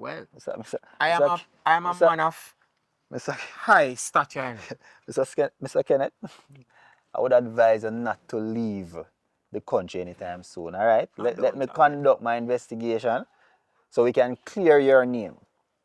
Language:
Jamaican Creole English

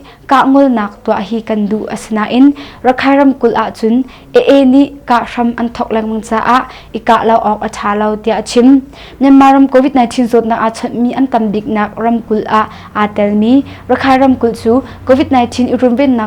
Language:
Hakha Chin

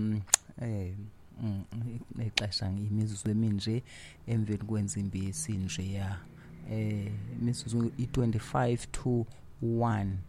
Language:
Xhosa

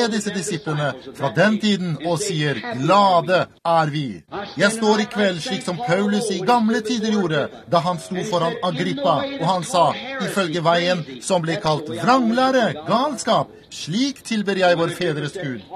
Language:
Norwegian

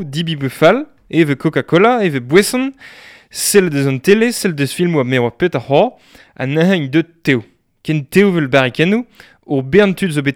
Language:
Breton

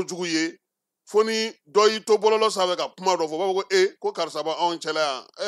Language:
Bambara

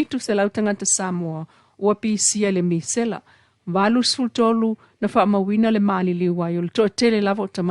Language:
Samoan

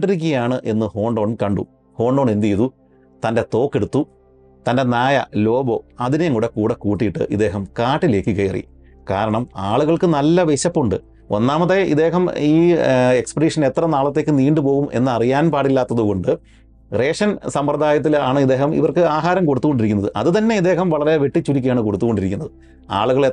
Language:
Malayalam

